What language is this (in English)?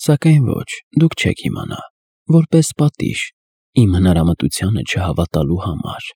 Armenian